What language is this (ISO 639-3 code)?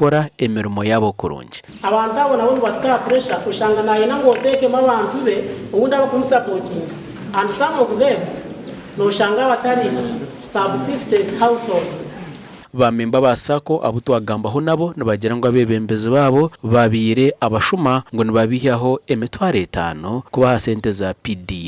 nyn